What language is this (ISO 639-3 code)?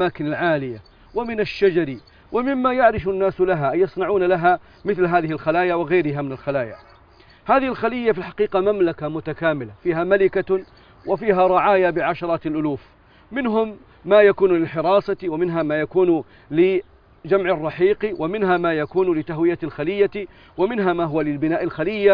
ara